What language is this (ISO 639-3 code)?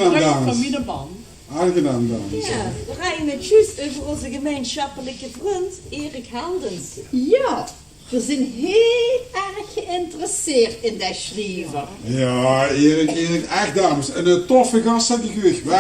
lim